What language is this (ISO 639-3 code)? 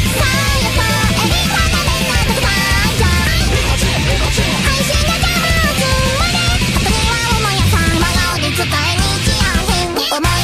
jpn